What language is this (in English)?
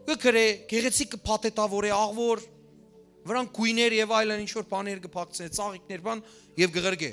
Western Armenian